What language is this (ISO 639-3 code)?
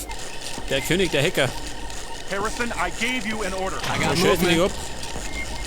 bar